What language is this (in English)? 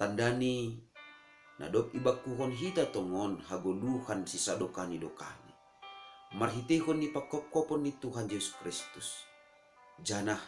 Batak Simalungun